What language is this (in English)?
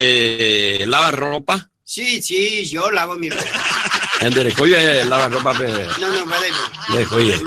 Guarani